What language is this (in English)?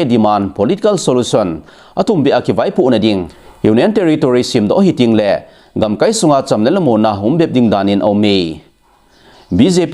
Thado Chin